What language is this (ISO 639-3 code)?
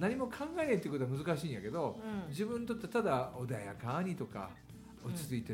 jpn